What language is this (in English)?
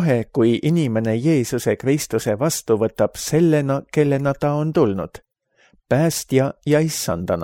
Estonian